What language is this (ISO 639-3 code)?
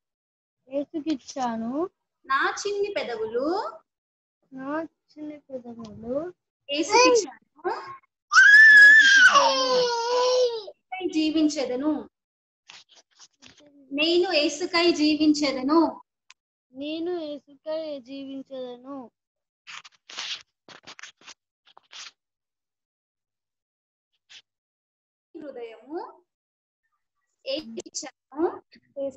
tel